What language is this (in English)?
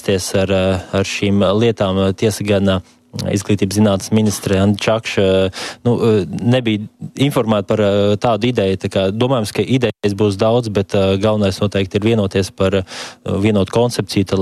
Latvian